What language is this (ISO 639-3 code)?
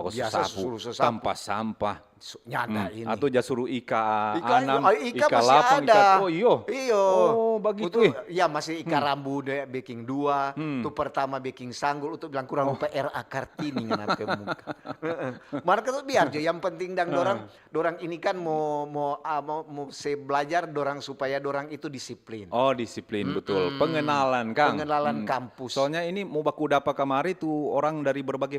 xmm